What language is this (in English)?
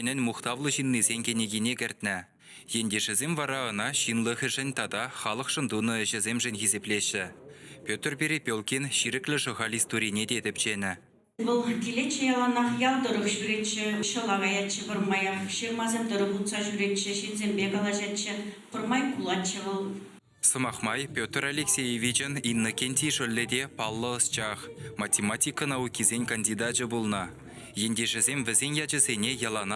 Chuvash